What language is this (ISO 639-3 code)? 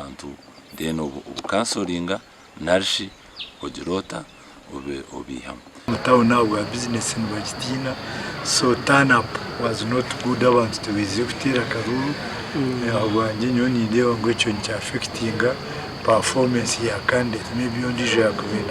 nyn